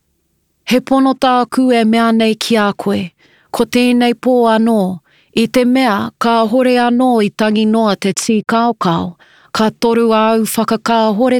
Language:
Māori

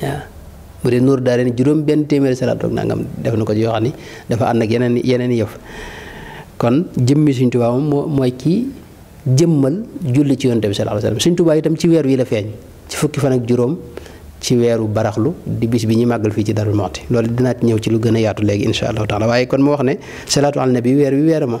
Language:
Wolof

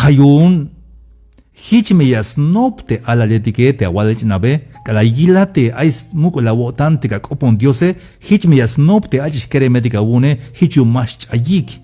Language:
Tzeltal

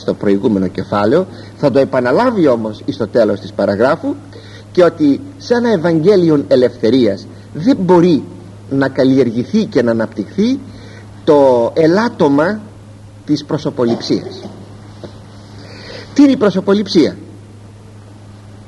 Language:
Greek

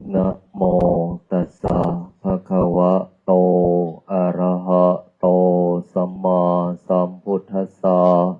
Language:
Pali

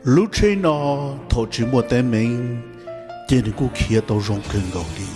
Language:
Hmong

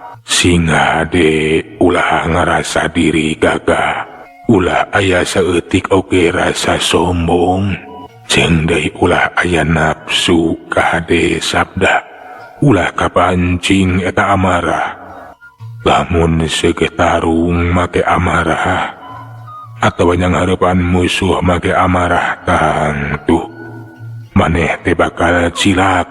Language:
Sundanese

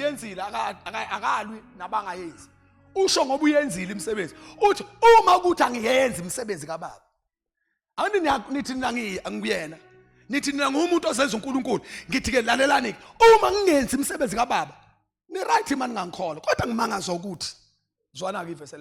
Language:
Zulu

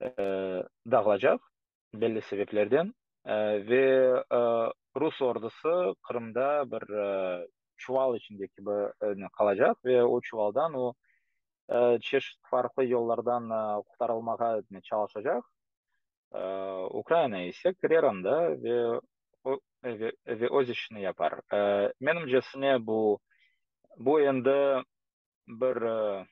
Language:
Crimean Tatar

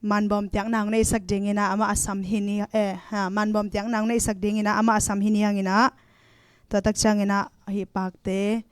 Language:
Tedim Chin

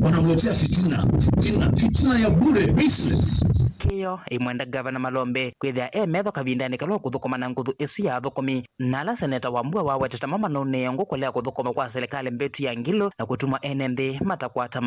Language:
Kamba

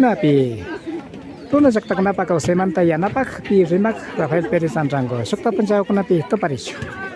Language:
Imbabura Highland Quichua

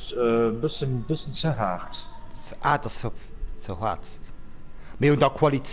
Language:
Luxembourgish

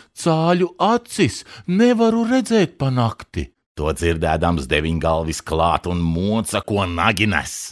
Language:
Latvian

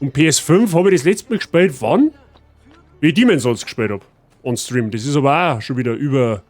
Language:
Bavarian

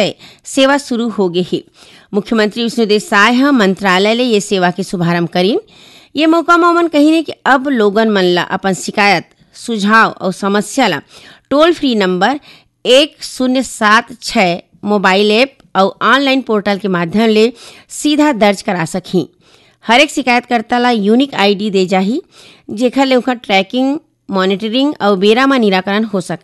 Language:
Chhattisgarhi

